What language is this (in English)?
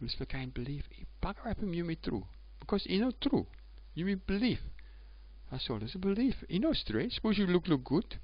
Tok Pisin